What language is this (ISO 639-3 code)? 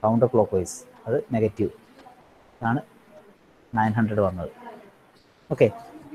mal